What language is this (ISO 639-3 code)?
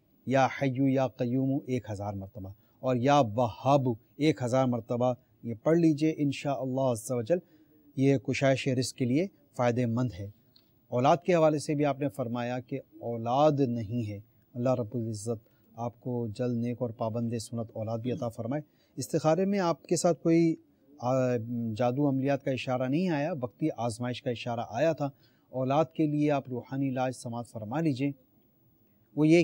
urd